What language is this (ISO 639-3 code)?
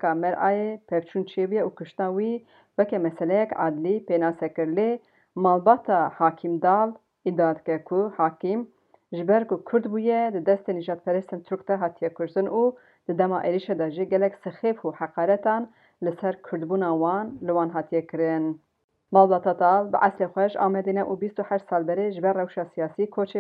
kur